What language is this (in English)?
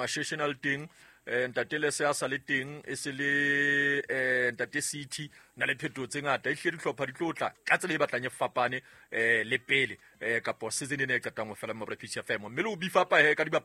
Southern Sotho